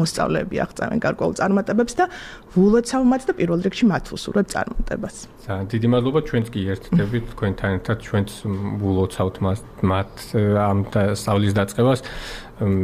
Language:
Georgian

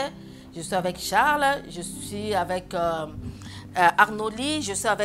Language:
French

